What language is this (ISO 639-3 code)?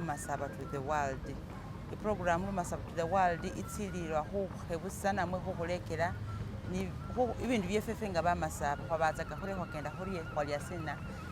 myx